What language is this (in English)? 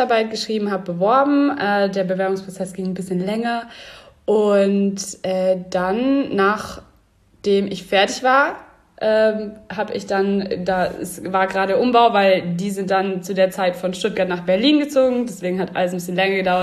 German